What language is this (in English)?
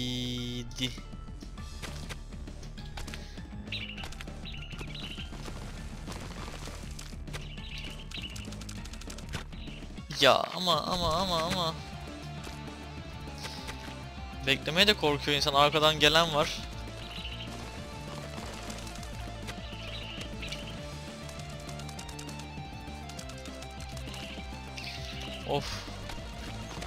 Turkish